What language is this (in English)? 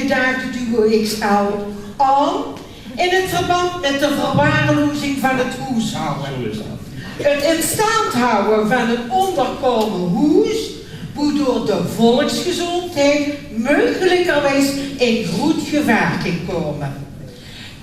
Limburgish